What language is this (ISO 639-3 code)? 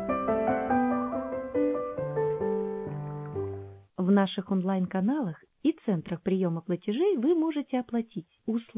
rus